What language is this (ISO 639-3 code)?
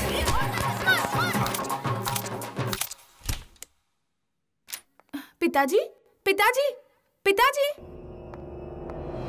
bho